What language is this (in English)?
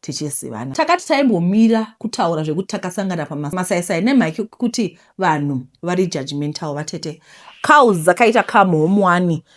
Shona